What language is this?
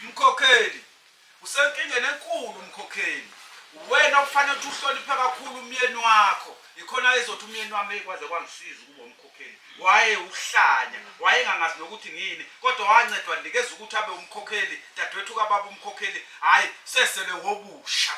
Zulu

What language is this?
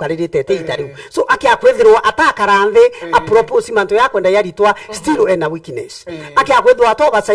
Meru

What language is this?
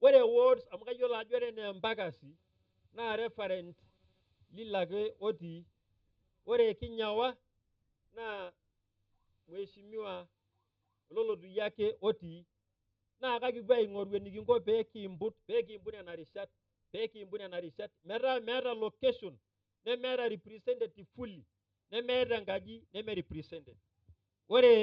Masai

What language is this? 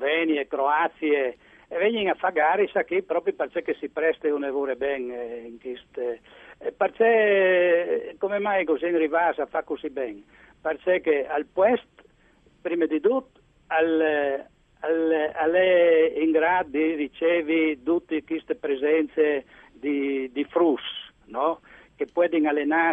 Friulian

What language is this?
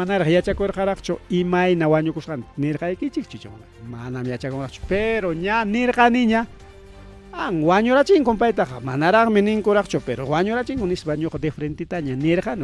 Ayacucho Quechua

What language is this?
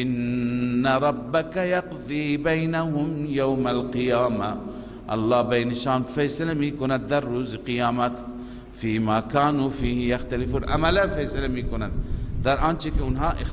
Persian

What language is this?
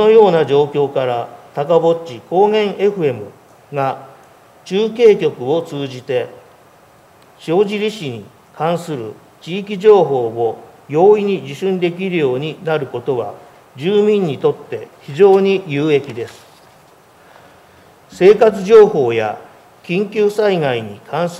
Japanese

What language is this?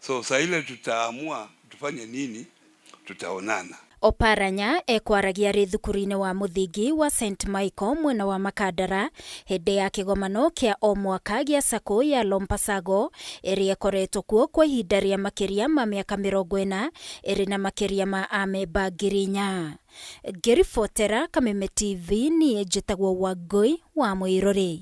Kikuyu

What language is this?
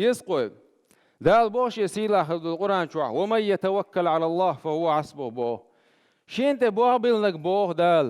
Chechen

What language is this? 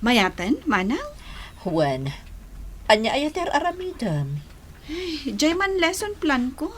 Iloko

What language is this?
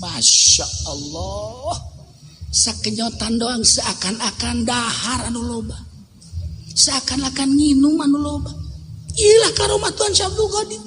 Sundanese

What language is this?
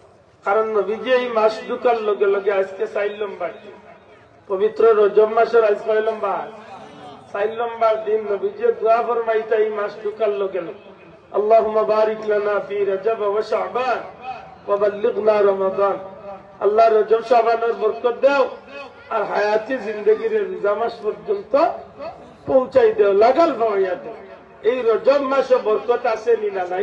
Sylheti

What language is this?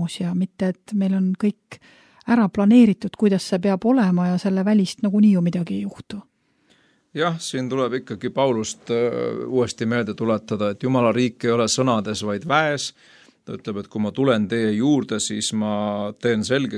Estonian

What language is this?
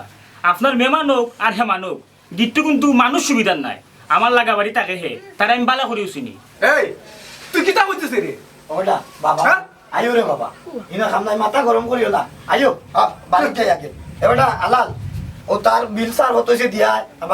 Sylheti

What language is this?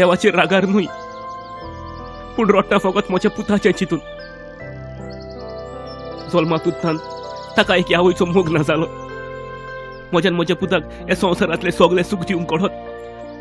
Konkani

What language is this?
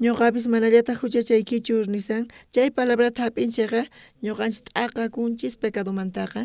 South Bolivian Quechua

